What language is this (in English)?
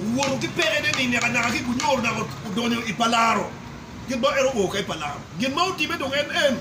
Acoli